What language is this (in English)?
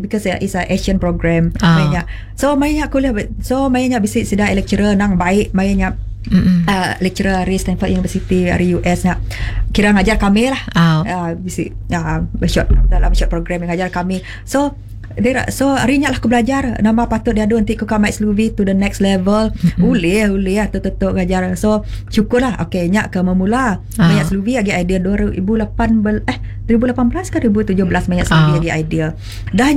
Malay